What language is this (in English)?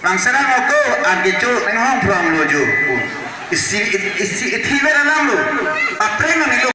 Karbi